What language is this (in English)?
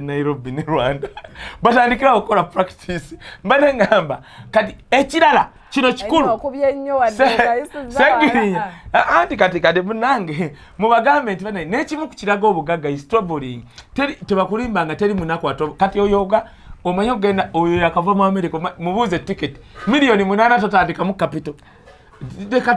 Ganda